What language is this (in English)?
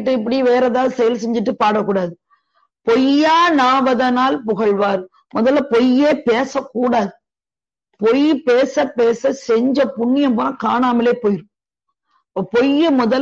Tamil